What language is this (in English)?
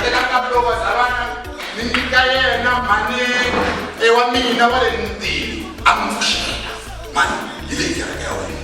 Tsonga